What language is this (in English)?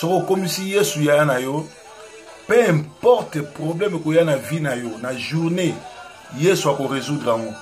Lingala